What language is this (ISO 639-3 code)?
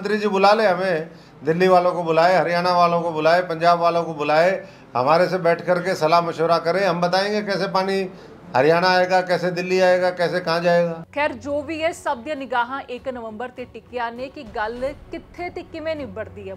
pan